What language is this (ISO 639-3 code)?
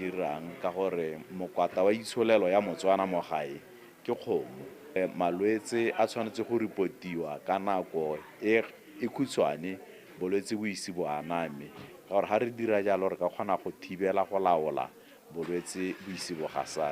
tsn